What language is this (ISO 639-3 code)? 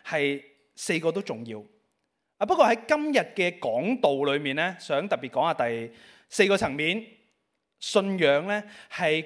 yue